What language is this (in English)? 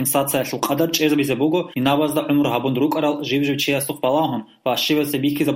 Avaric